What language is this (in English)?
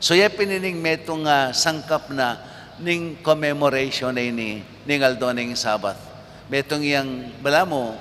Pampanga